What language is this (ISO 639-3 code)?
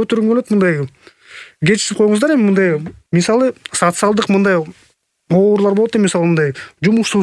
kir